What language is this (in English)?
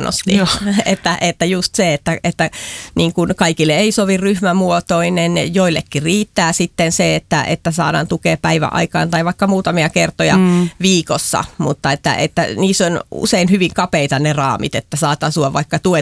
Finnish